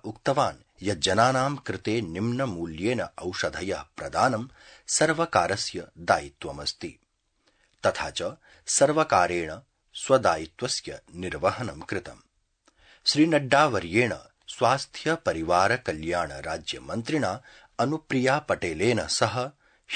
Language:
Sanskrit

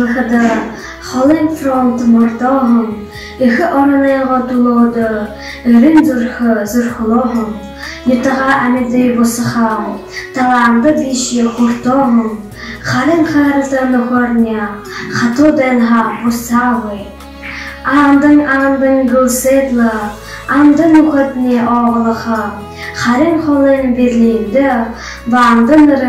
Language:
Buriat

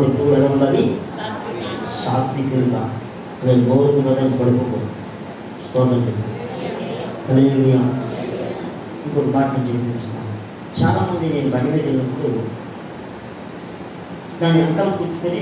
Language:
Telugu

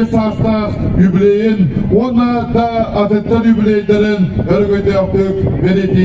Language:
Yakut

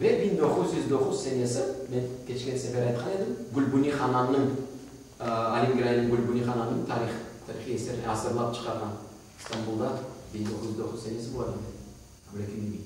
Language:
Crimean Tatar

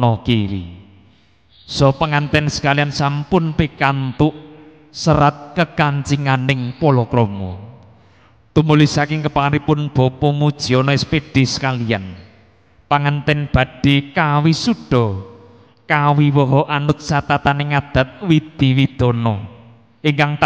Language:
Javanese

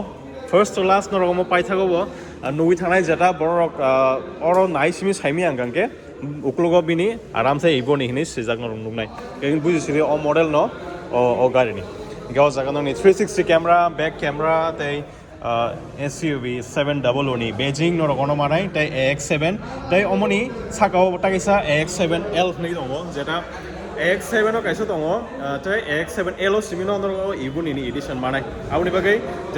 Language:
Kok Borok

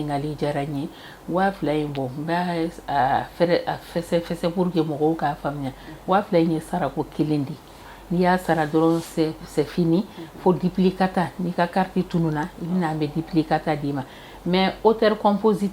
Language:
Bambara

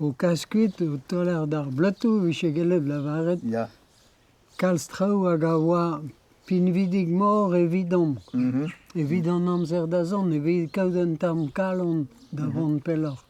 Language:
Breton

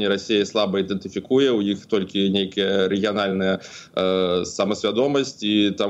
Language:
Belarusian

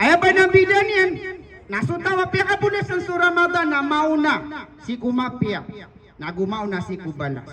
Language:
Maranao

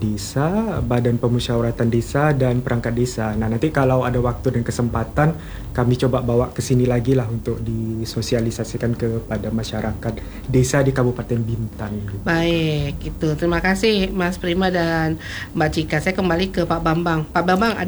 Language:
Indonesian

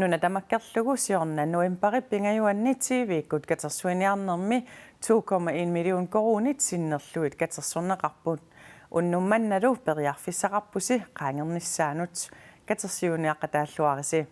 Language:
Kalaallisut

